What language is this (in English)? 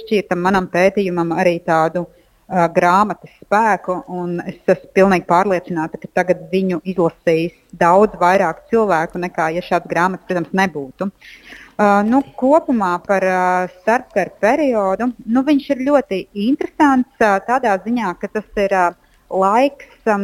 Latvian